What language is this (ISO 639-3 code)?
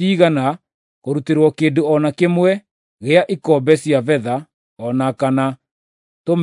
kik